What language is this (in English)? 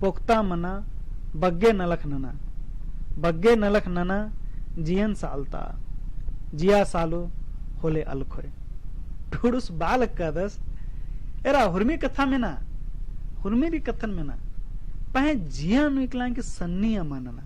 Kurukh